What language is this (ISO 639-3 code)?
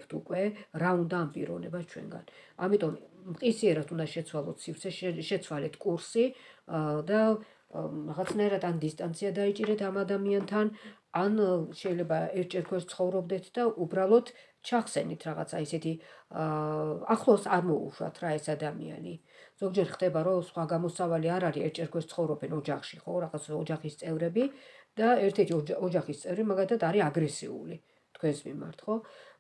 kat